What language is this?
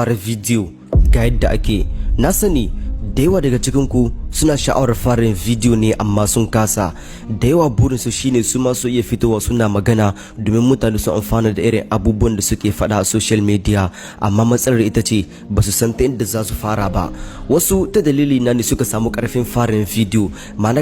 Hausa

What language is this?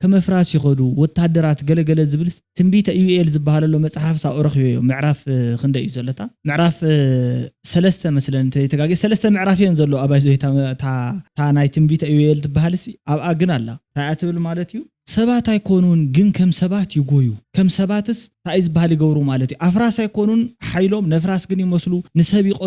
Tigrinya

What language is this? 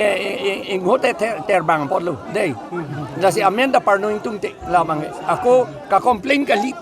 Karbi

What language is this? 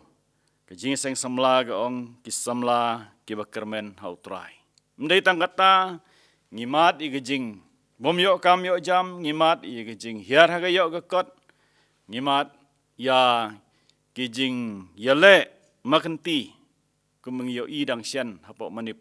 Khasi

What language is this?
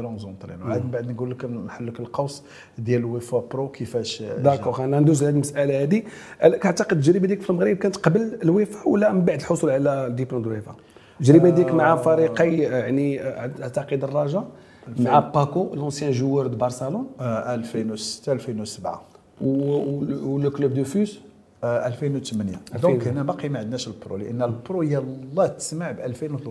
Moroccan Arabic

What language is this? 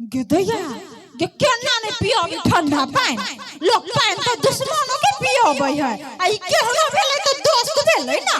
Maithili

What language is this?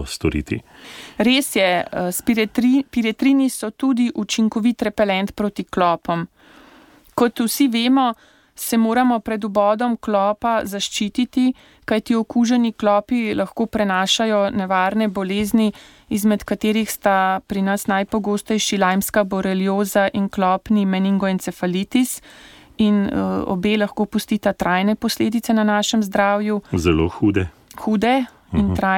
Slovenian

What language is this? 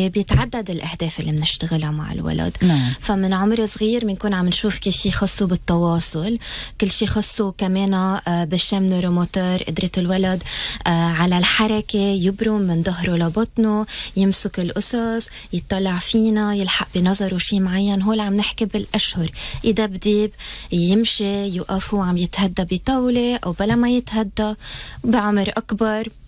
North Levantine Arabic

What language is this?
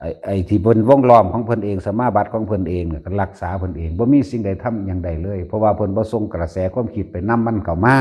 Lao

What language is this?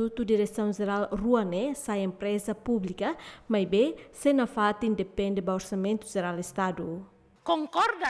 Tetum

